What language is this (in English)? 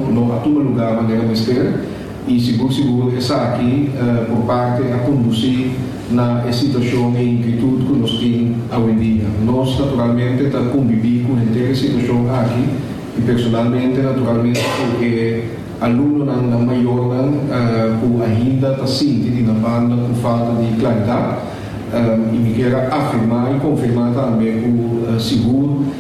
Papiamento